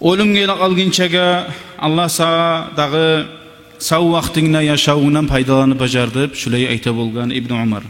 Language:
Kumyk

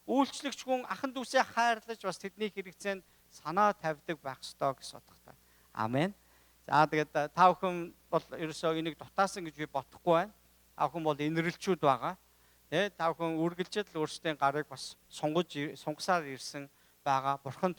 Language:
Mongolian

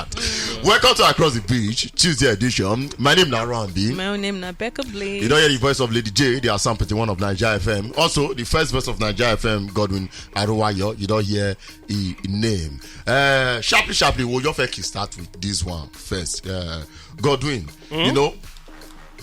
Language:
Nigerian Pidgin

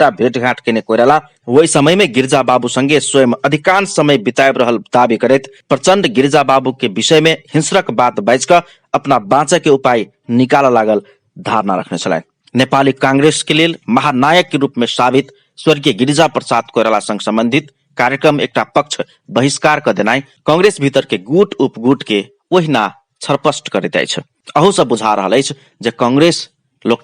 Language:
Maithili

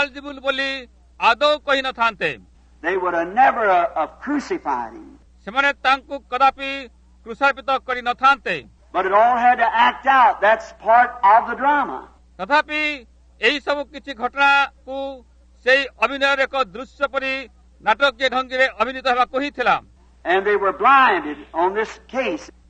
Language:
Odia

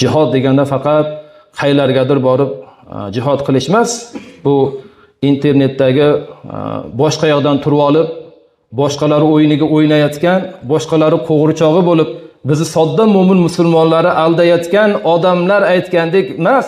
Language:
Uzbek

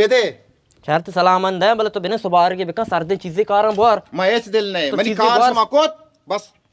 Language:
Baluchi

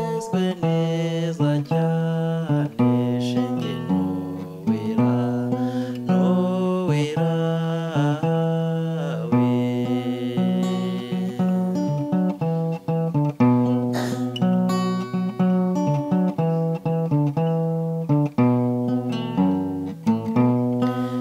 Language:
Kinyarwanda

